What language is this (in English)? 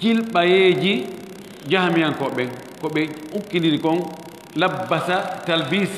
Fula